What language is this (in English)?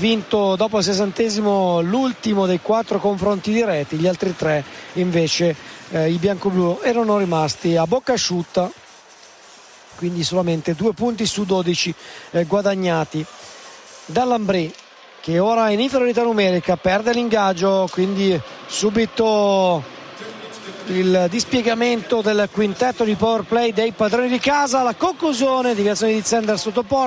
Italian